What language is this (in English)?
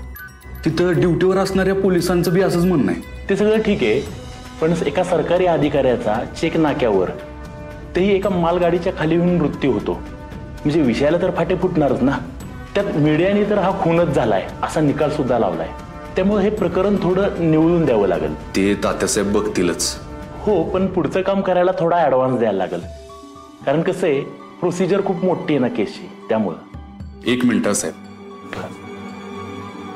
Marathi